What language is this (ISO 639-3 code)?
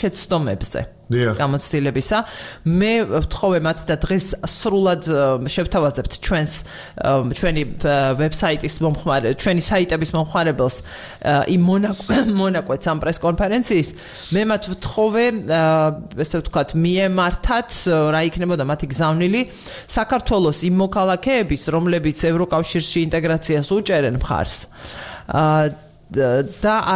kat